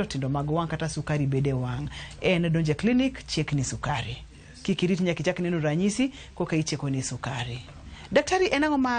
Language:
Luo (Kenya and Tanzania)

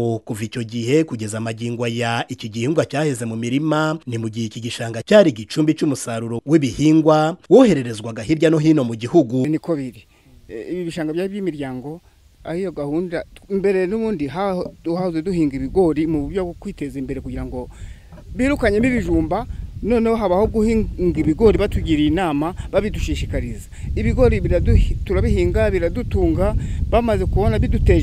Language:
Kinyarwanda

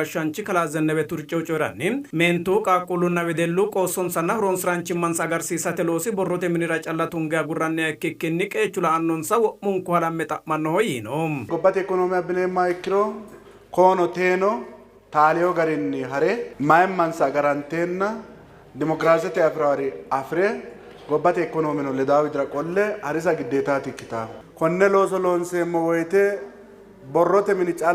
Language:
Sidamo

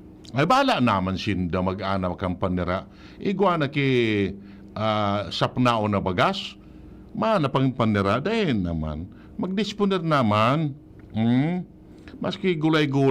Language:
Bikol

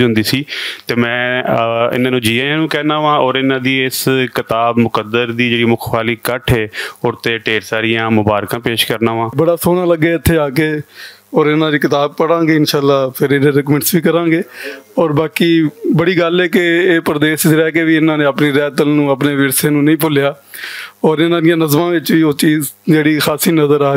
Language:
Western Panjabi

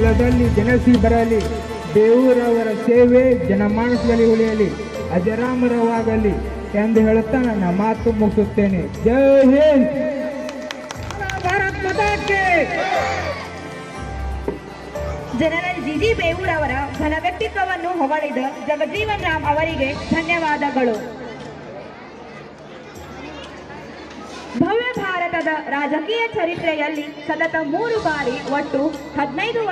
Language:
Kannada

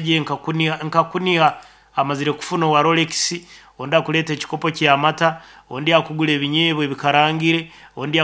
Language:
Nyankole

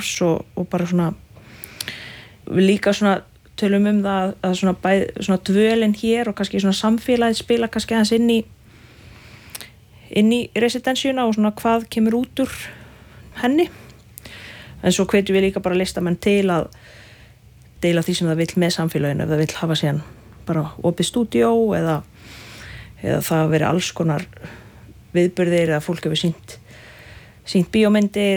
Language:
Icelandic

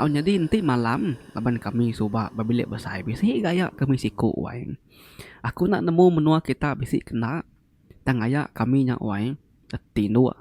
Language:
Iban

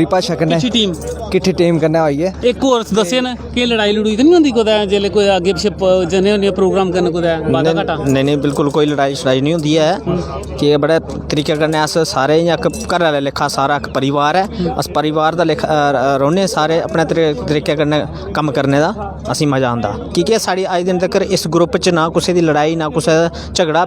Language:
Dogri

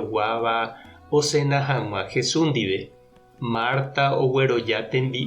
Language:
Guarani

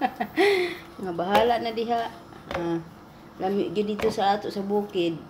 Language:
Cebuano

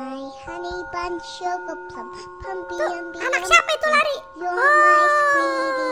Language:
Indonesian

